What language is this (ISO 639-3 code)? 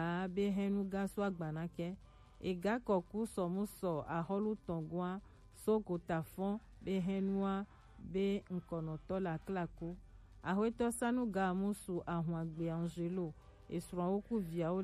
gej